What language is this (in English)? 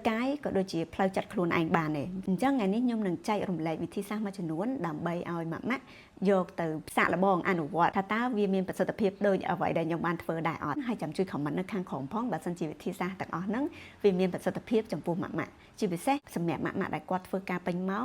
Khmer